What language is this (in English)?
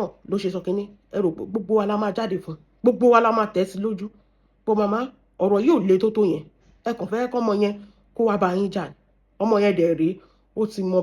Yoruba